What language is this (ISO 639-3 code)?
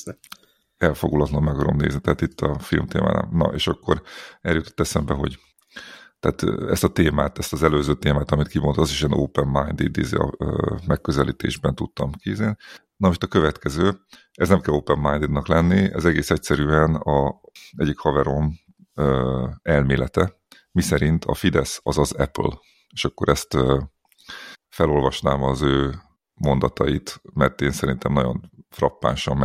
hun